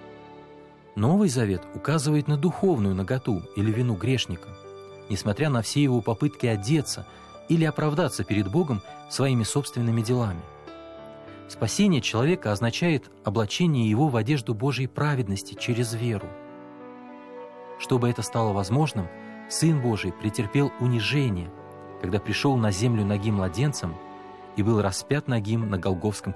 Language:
Russian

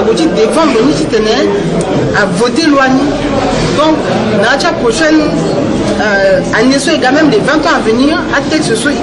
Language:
Sango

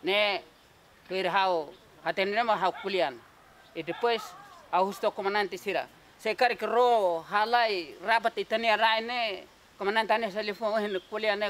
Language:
Tetum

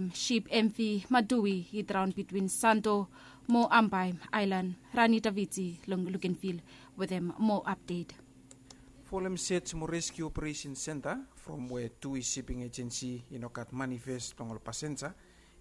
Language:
Bislama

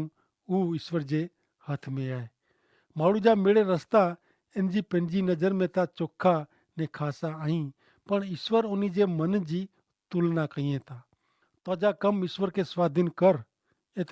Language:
Kachhi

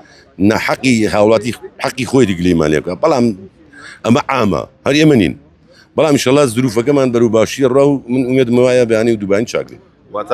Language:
Central Kurdish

